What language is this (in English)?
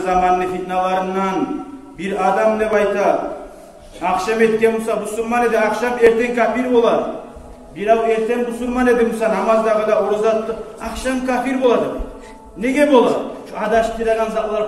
Kumyk